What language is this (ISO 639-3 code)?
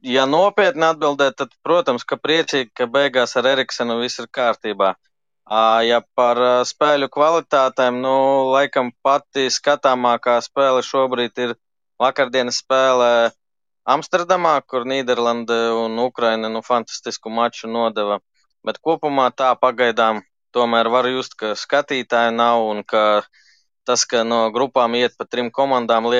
lav